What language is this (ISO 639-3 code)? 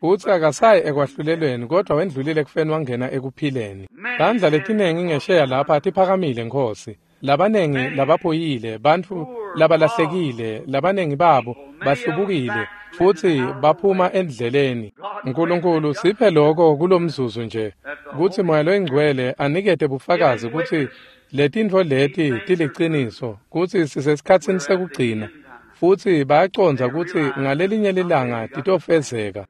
ssw